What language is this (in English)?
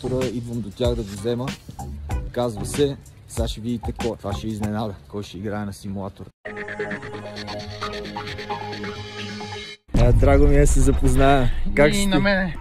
Bulgarian